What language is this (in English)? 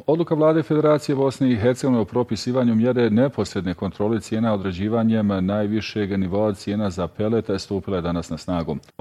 Bosnian